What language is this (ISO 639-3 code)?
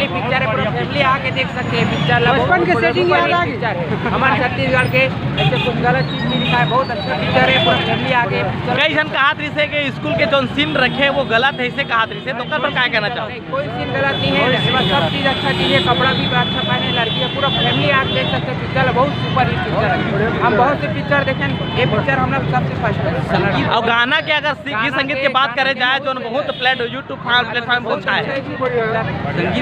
hne